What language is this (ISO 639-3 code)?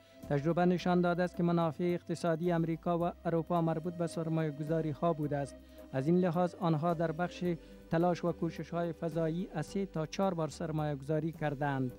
fas